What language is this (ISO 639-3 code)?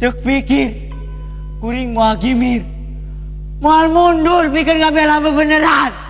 sun